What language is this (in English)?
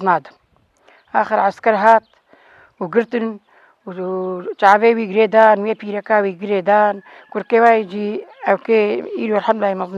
Kurdish